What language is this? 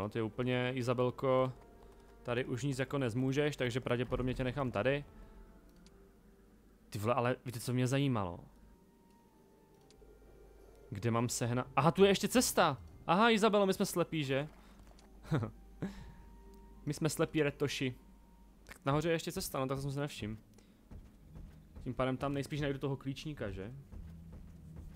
Czech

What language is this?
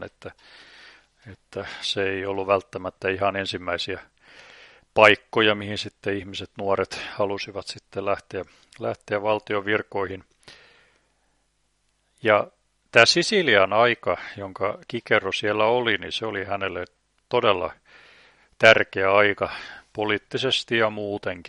Finnish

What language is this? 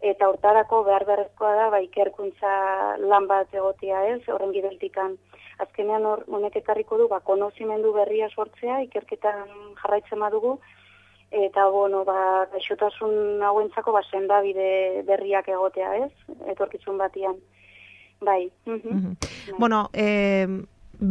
Basque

